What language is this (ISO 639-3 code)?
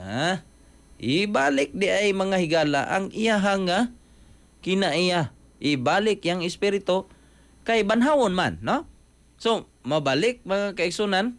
ceb